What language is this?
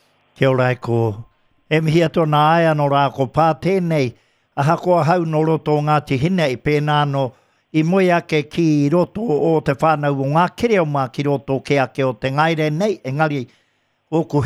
Māori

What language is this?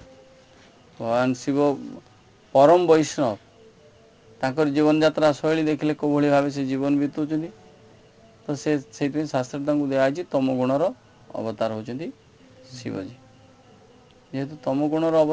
Odia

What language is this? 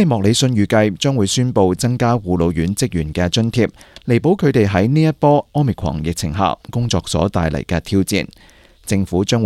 Cantonese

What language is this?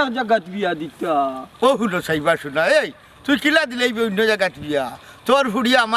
Sylheti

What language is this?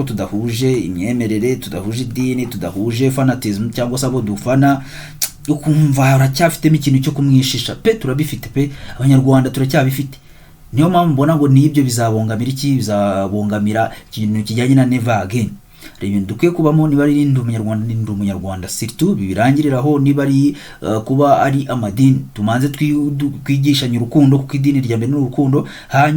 Kinyarwanda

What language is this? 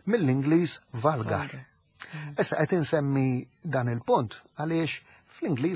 Maltese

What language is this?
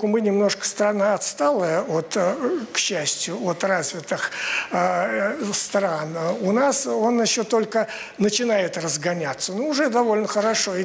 Russian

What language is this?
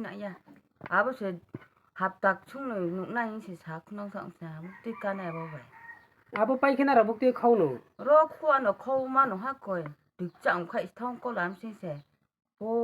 Riang (India)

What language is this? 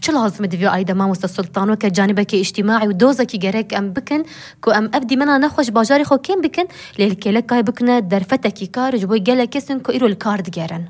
Kurdish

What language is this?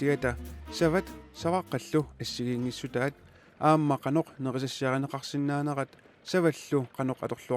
Kalaallisut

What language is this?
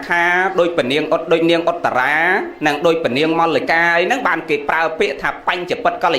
Khmer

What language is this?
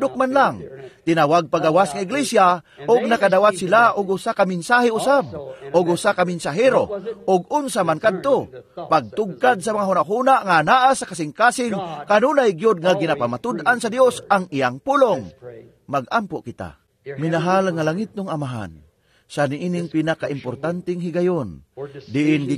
Cebuano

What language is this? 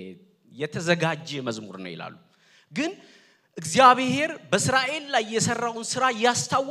Amharic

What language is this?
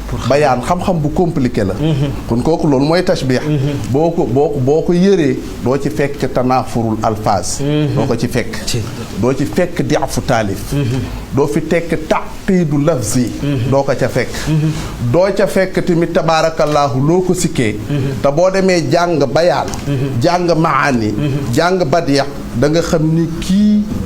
Wolof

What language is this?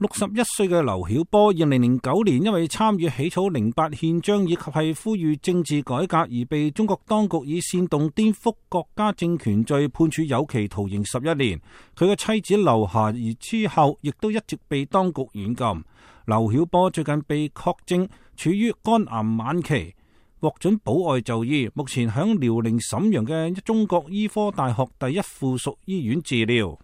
Cantonese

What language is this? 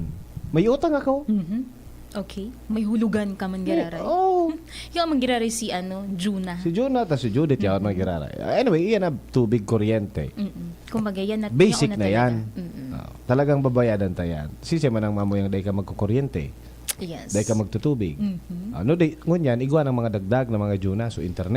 Bikol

